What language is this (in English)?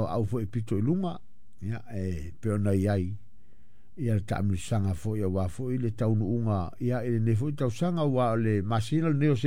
Samoan